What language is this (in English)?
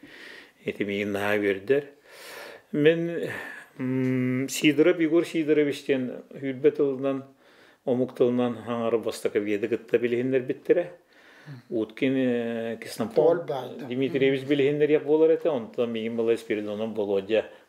Yakut